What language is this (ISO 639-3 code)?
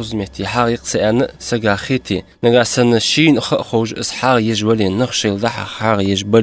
inh